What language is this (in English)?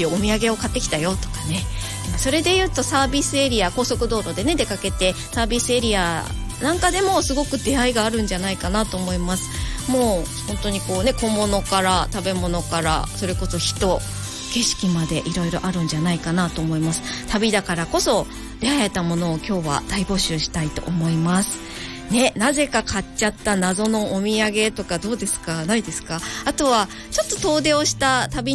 Japanese